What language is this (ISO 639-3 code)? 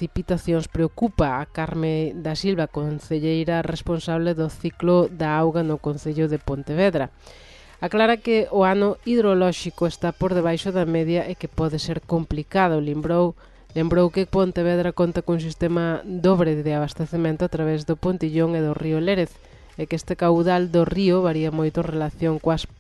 glg